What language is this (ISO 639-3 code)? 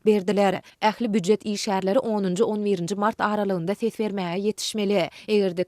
tuk